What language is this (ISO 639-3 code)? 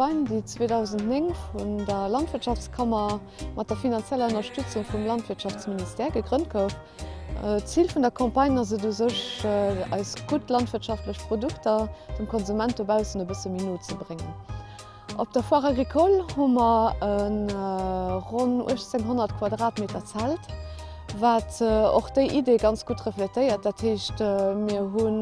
ltz